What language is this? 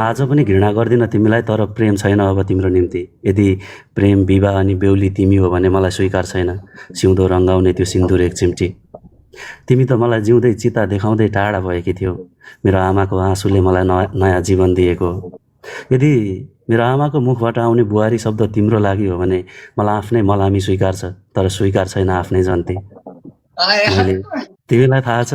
Nepali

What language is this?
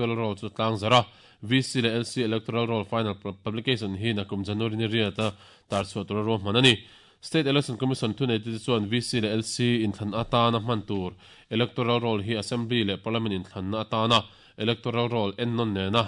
Mizo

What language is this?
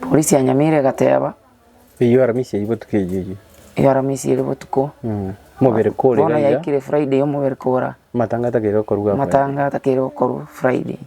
Gusii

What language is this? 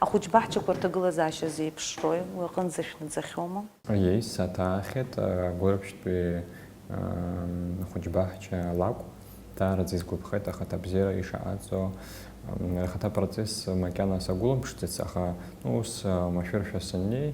Abkhazian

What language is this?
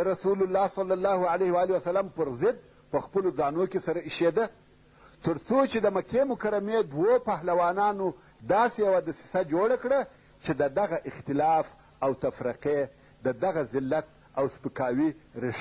Pashto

